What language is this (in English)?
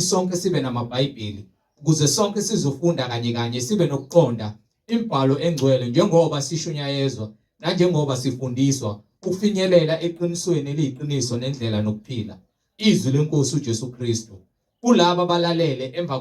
Zulu